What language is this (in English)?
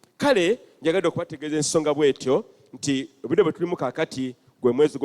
Ganda